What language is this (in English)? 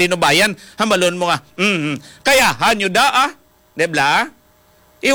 Hiligaynon